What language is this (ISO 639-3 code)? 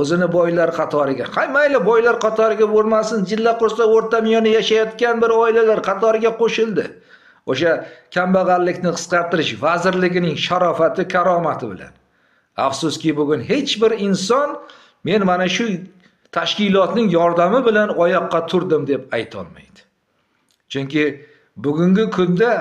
uzb